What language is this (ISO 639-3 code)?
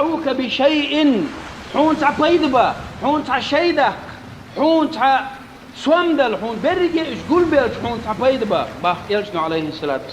che